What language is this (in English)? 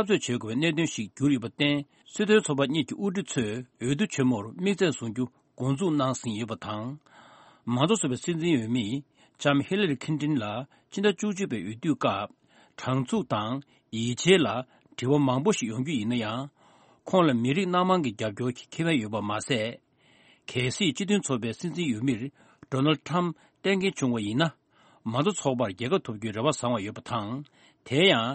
Tibetan